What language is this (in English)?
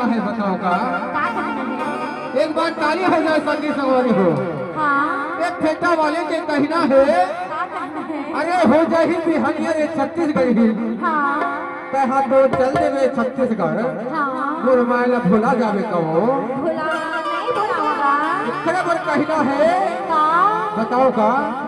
Chhattisgarhi